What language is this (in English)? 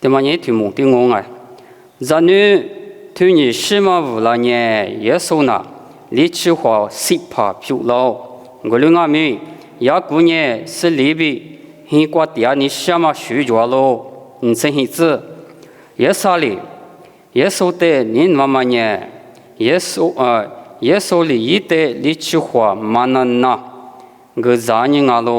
Lisu